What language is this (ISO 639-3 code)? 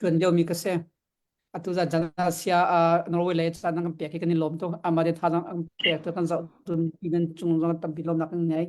cnh